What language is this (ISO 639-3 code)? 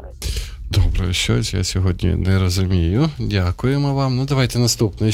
ukr